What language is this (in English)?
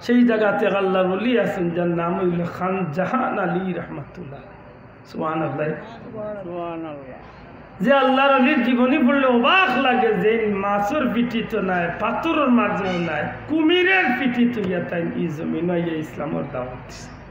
Sylheti